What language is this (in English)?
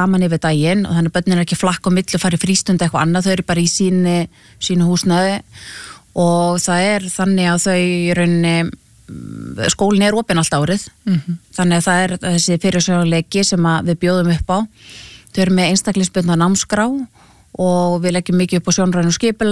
Icelandic